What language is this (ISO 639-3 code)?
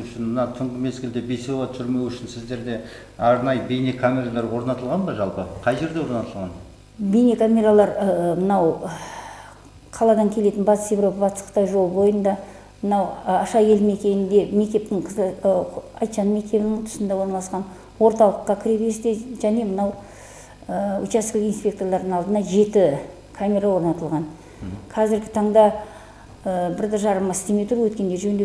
kaz